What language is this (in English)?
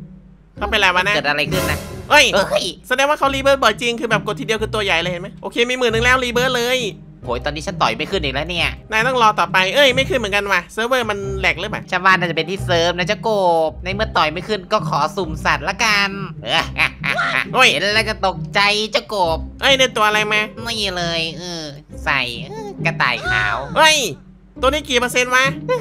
Thai